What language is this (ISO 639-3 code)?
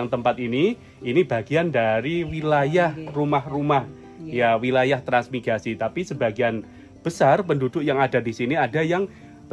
ind